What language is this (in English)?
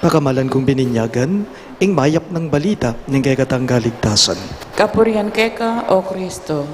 Pampanga